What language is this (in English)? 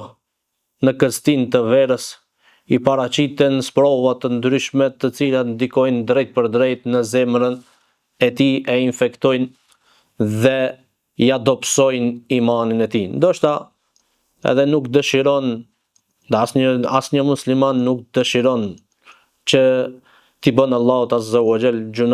Albanian